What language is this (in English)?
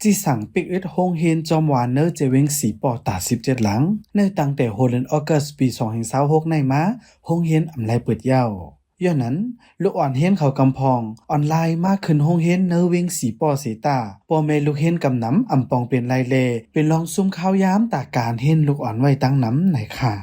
Shan